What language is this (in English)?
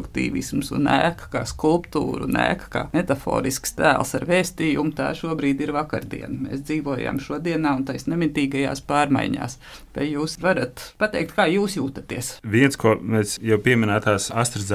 Latvian